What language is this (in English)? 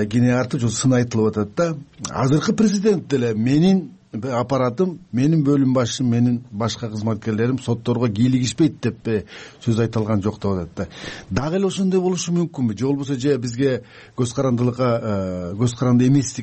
Kyrgyz